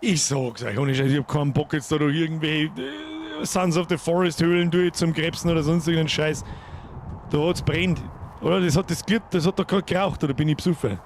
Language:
Bavarian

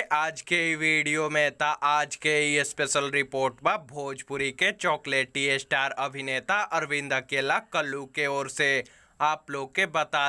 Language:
Bhojpuri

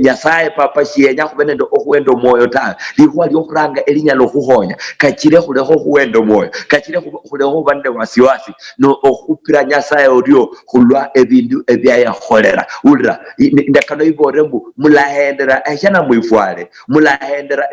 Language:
Luyia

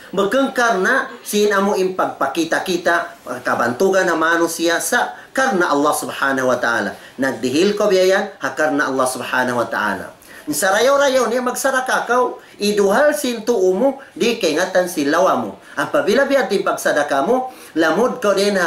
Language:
Tausug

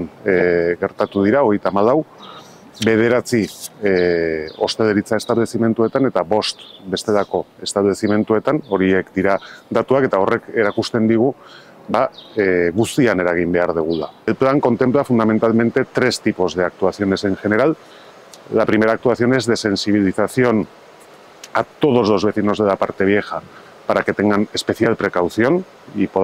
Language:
Basque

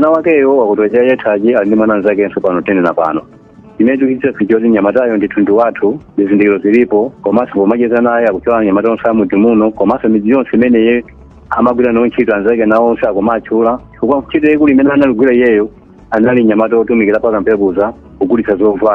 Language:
Nyanja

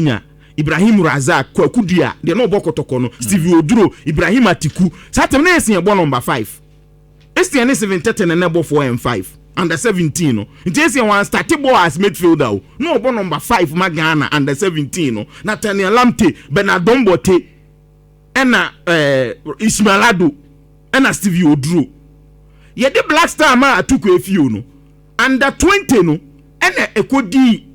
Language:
Akan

